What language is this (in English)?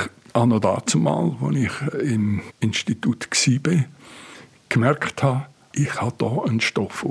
Swiss German